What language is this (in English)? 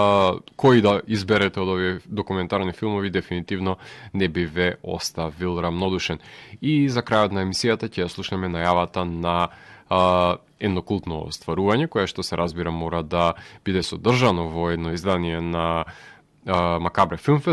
Macedonian